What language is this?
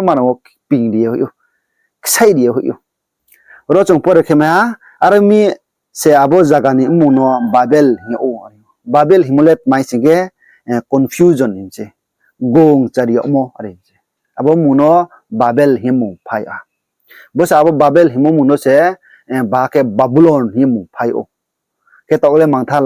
Riang (India)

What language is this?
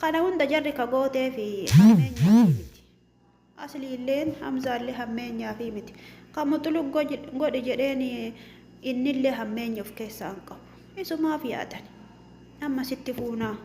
Oromo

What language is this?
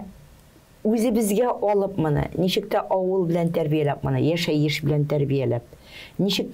Tatar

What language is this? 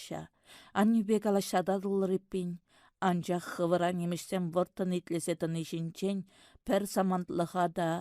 Chuvash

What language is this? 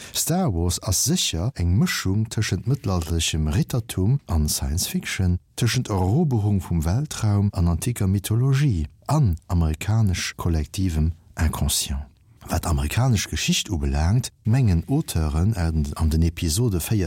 Luxembourgish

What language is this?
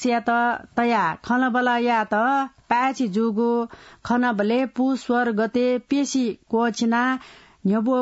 Newari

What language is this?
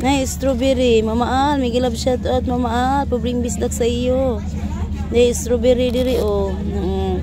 Cebuano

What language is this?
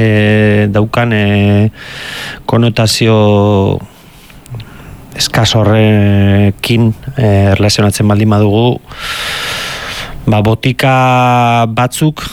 Basque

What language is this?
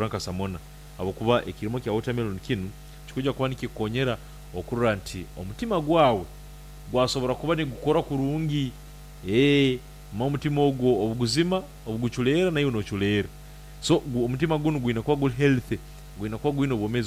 Nyankole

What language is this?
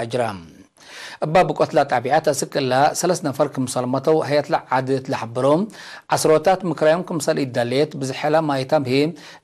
Tigre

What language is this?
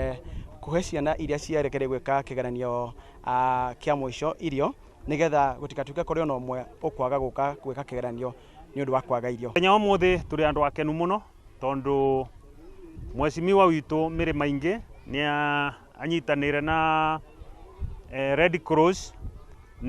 Kikuyu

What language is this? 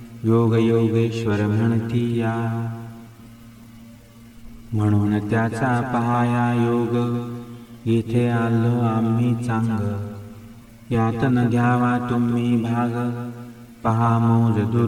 Marathi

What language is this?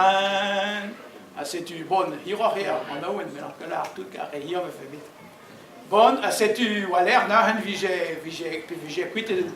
Breton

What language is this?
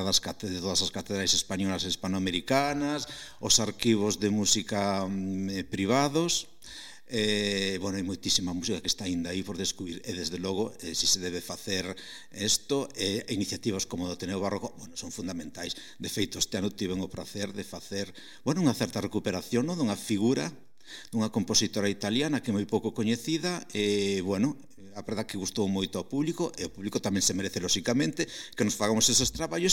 Galician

